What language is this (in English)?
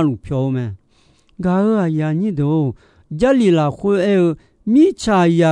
Akha